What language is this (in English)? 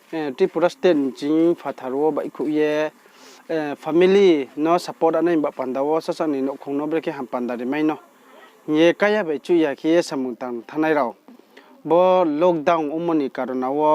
Riang (India)